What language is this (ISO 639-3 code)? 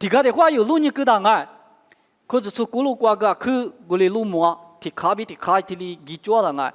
lis